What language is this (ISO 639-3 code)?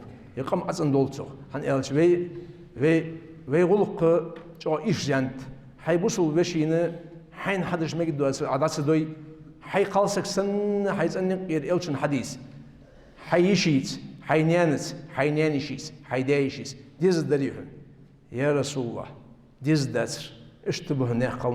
inh